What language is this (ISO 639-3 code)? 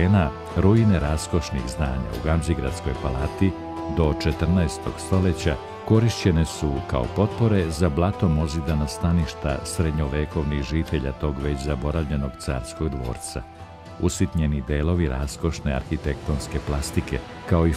srp